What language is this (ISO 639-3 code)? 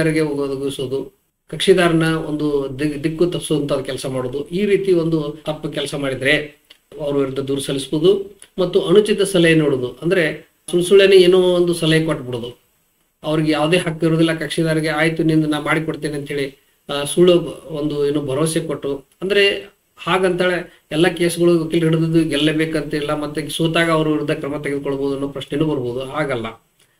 kan